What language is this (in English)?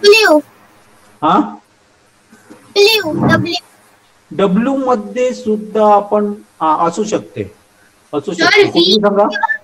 Marathi